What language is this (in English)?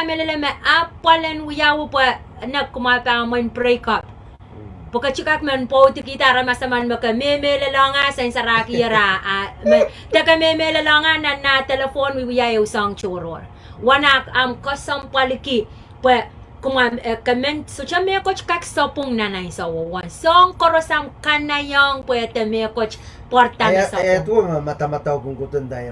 Pohnpeian